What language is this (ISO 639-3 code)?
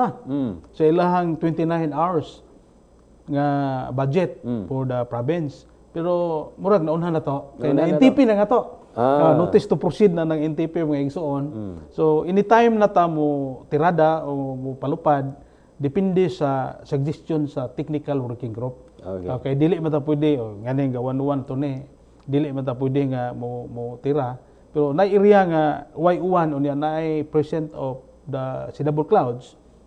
ceb